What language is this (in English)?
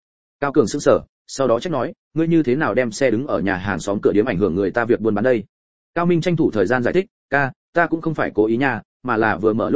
Vietnamese